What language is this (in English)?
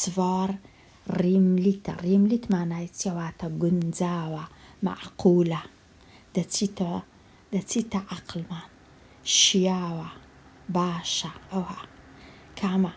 Central Kurdish